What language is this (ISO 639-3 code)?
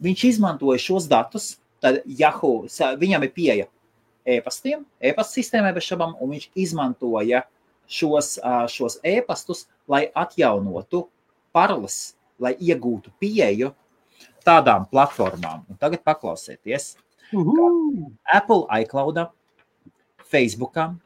lav